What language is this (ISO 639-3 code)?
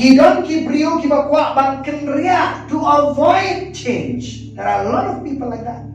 kha